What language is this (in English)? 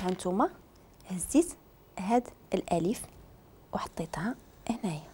Moroccan Arabic